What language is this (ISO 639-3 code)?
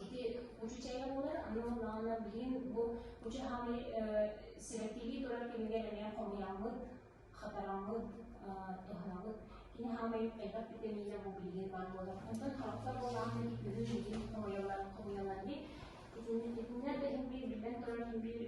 sah